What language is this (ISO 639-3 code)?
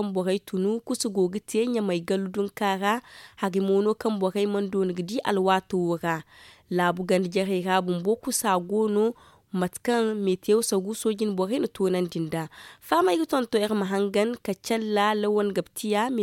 dje